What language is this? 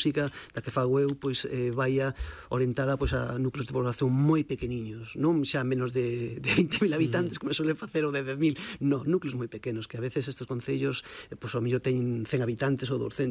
Galician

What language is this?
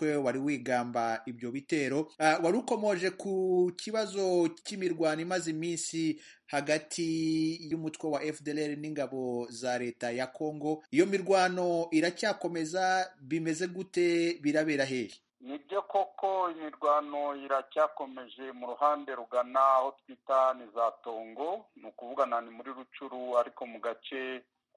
Kinyarwanda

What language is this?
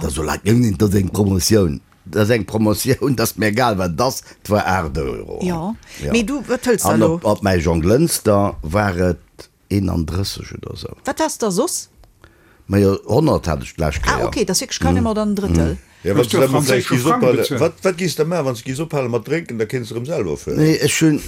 Luxembourgish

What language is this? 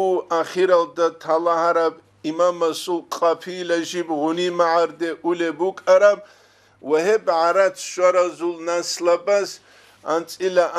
Avaric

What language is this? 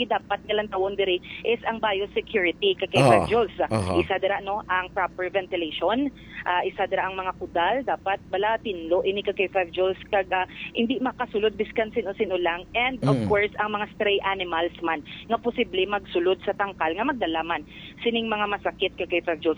Hiligaynon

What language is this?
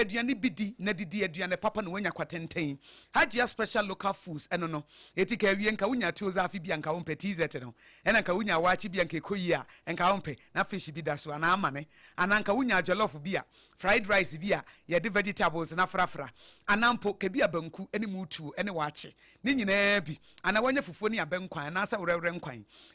Akan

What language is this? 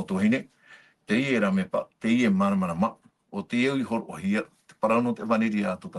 Tahitian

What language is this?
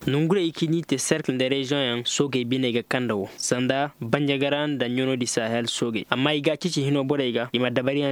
Koyraboro Senni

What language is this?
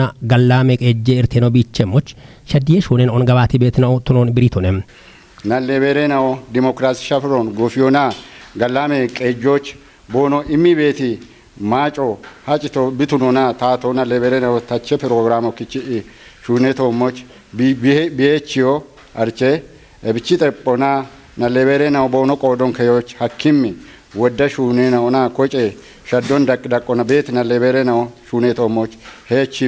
Kafa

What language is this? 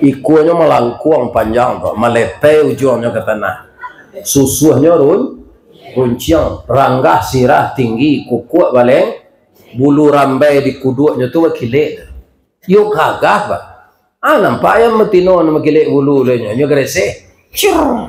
Minangkabau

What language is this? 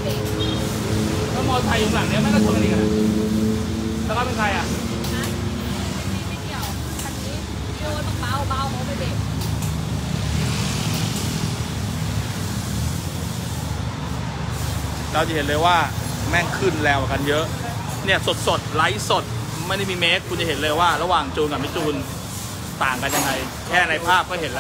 Thai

